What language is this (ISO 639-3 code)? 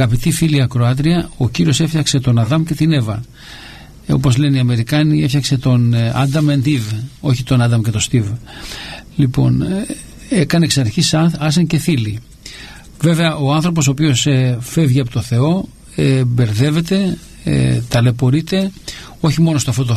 ell